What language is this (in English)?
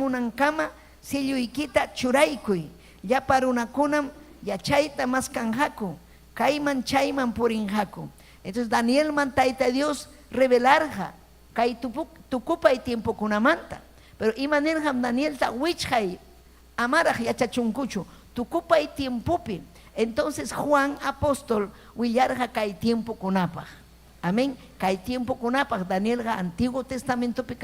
Ayacucho Quechua